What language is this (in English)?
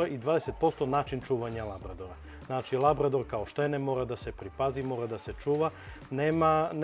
Serbian